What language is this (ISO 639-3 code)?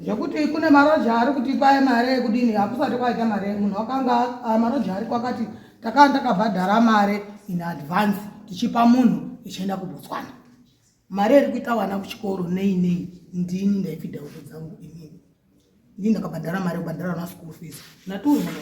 sna